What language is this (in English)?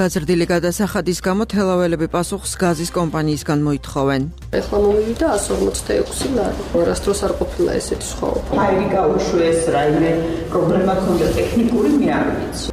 Georgian